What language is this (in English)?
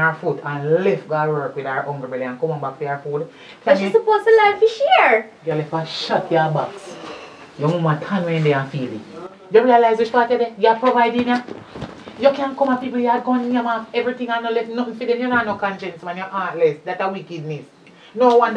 Jamaican Creole English